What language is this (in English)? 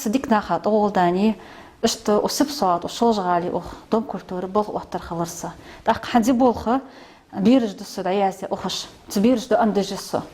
Ingush